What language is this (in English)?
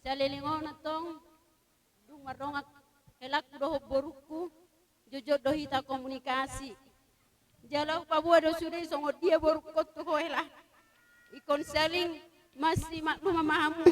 Batak Toba